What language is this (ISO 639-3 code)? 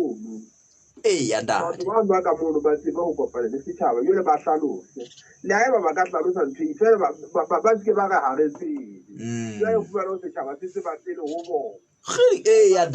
sot